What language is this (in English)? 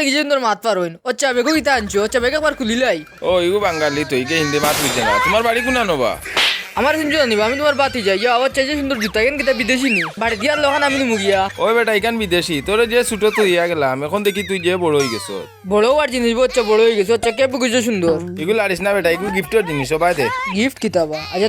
Sylheti